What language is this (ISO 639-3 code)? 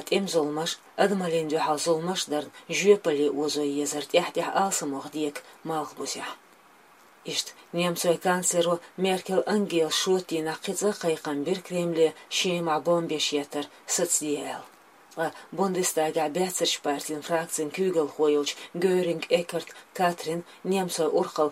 che